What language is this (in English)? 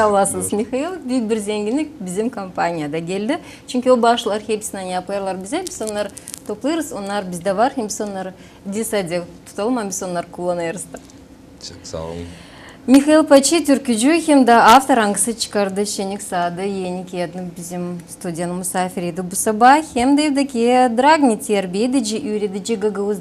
Gagauz